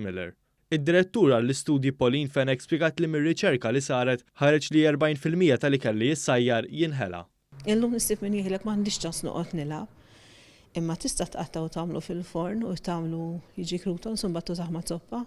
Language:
Maltese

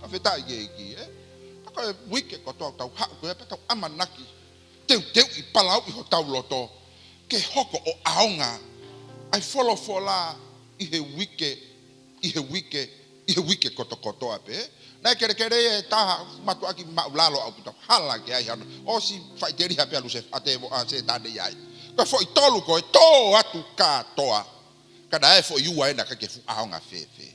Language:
Tongan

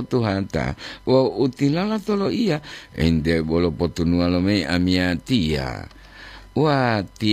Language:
Gorontalo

